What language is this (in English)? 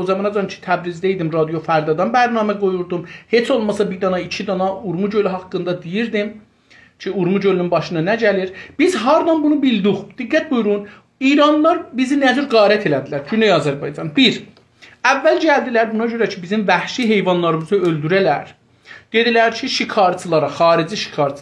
South Azerbaijani